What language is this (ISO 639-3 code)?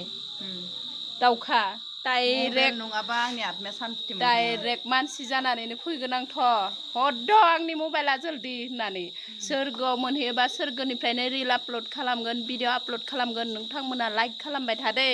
brx